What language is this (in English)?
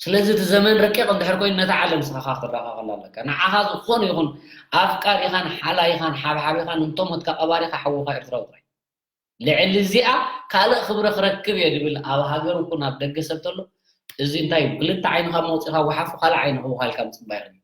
Tigrinya